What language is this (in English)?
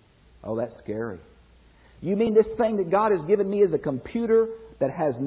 English